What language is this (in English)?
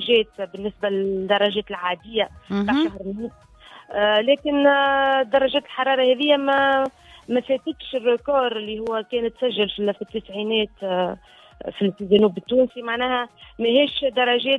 Tunisian Arabic